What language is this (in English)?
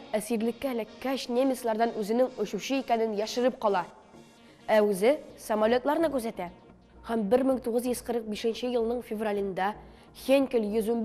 Tatar